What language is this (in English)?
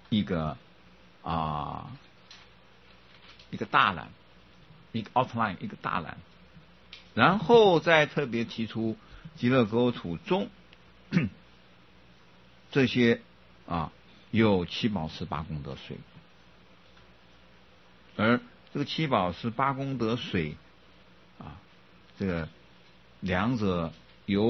Chinese